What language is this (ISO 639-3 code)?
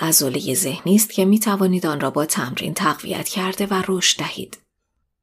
fas